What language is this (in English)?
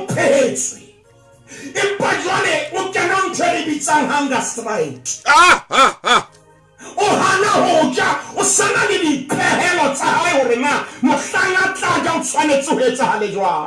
Southern Sotho